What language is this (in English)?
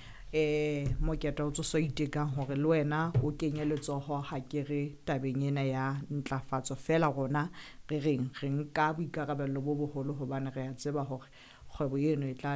Southern Sotho